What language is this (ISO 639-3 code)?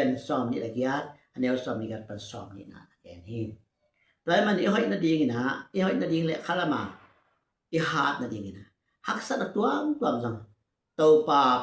ctd